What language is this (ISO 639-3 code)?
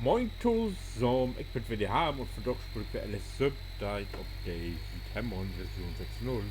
nds